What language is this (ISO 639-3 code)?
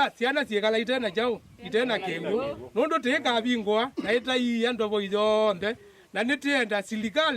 kam